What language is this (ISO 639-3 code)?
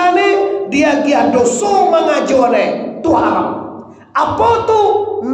min